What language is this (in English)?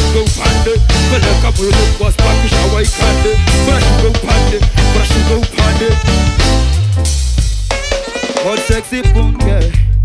Swahili